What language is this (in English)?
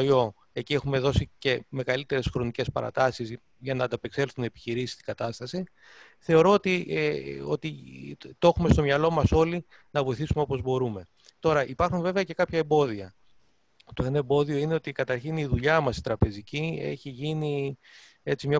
Greek